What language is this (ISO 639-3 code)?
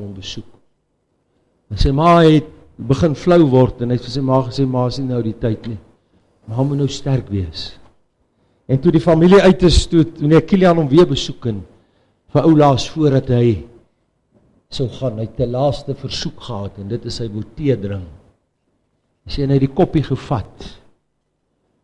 afr